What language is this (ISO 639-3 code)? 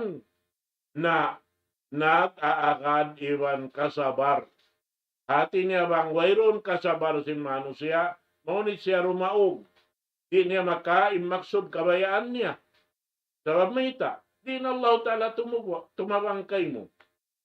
tsg